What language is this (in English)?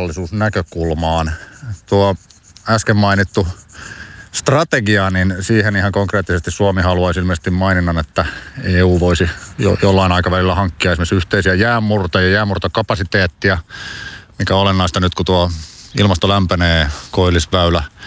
Finnish